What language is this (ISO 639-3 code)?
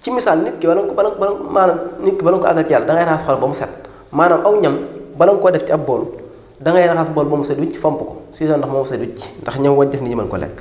wol